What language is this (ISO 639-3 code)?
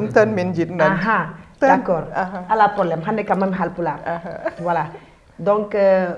ful